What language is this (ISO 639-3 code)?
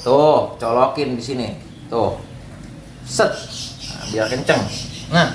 bew